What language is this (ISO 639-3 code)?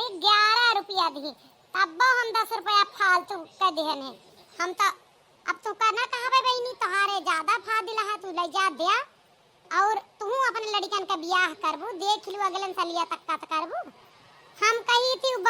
awa